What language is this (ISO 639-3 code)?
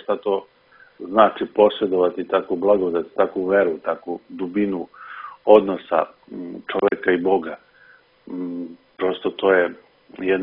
srp